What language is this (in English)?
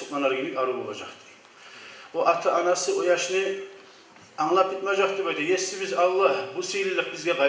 Kumyk